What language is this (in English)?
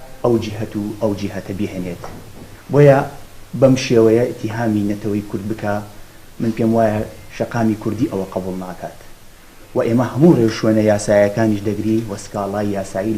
Central Kurdish